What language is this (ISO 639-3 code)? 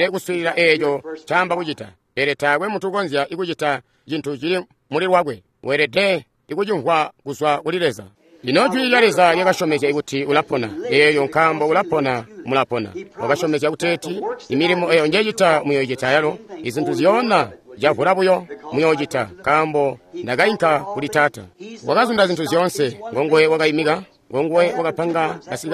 toi